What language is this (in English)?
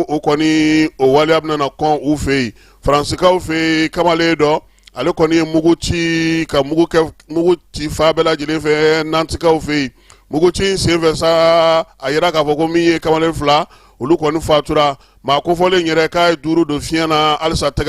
Bambara